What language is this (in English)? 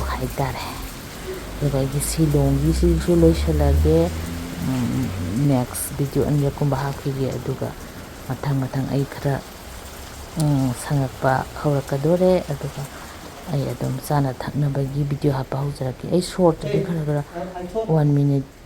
Manipuri